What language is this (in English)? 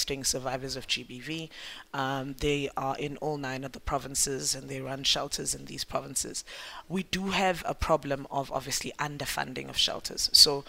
English